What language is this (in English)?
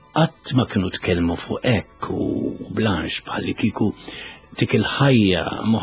Maltese